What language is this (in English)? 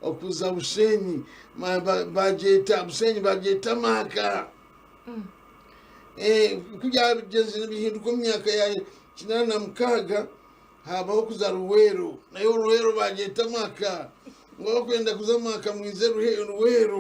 Nyankole